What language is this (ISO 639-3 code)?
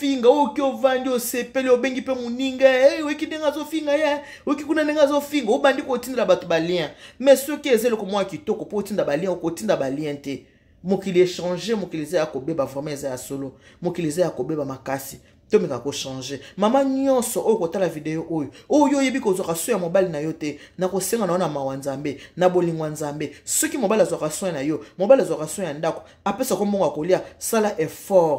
lin